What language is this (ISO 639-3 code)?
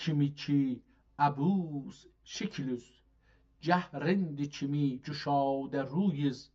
azb